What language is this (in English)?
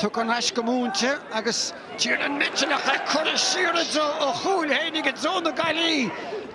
Irish